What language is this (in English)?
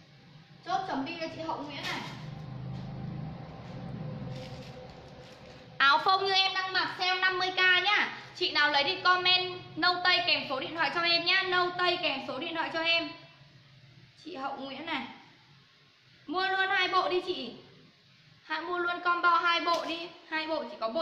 Vietnamese